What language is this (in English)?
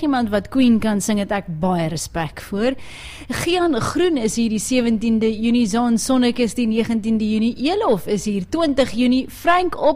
Afrikaans